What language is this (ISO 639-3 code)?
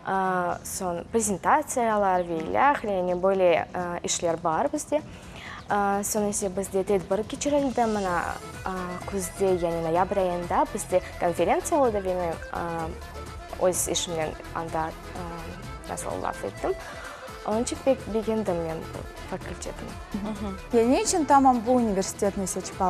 crh